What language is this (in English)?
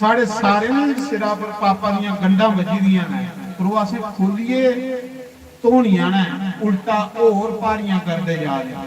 Dogri